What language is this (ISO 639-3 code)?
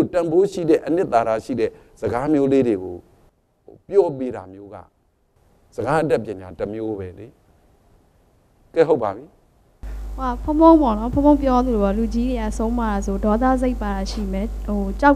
mya